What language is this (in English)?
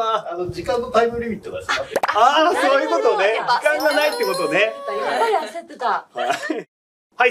Japanese